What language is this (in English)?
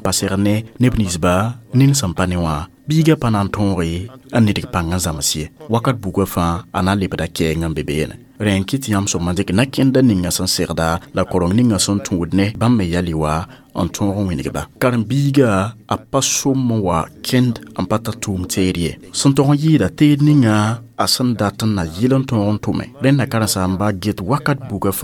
Mossi